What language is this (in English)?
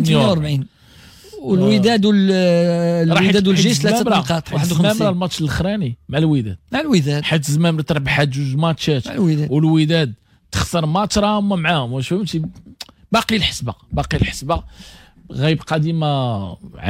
Moroccan Arabic